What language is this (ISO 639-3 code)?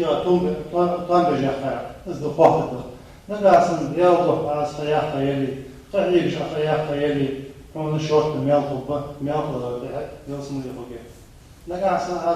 inh